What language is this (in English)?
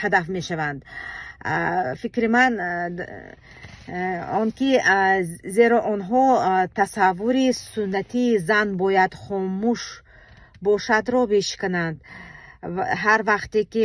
Tajik